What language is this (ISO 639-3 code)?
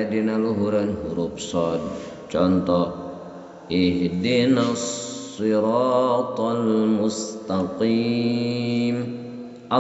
sun